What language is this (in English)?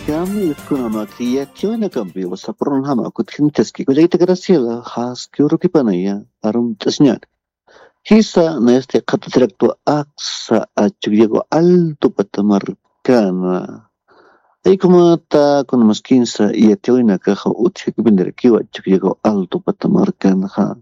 Aymara